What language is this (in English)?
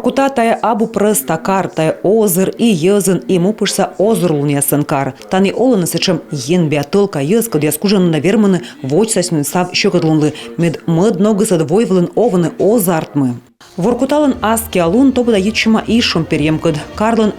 Komi